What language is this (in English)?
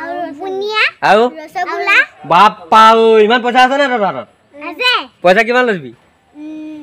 Assamese